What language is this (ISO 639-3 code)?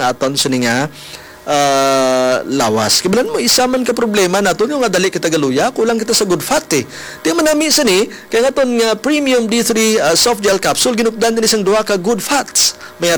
hil